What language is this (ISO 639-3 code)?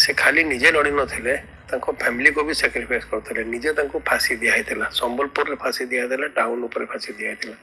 ori